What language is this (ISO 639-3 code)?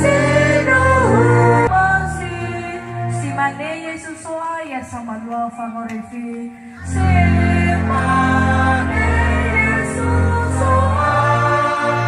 nia